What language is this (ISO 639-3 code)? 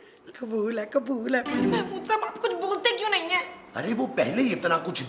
hin